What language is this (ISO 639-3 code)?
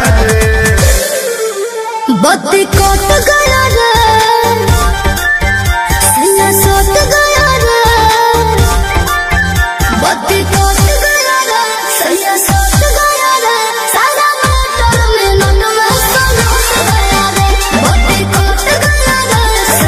bho